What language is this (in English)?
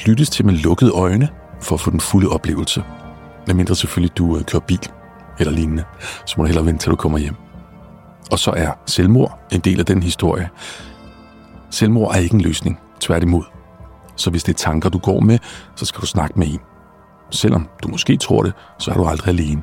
Danish